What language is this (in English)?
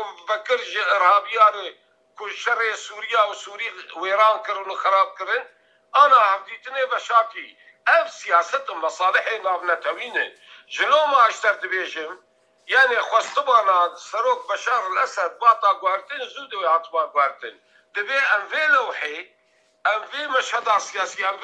Kurdish